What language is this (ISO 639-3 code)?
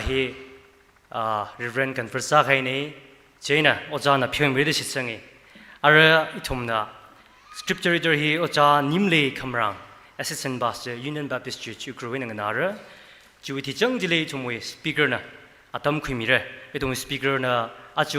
nmf